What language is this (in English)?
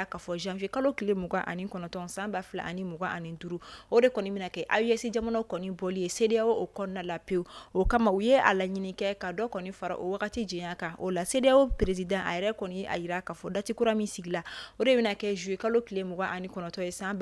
Bambara